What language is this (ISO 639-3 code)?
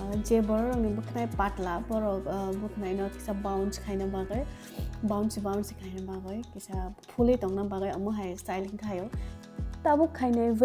trp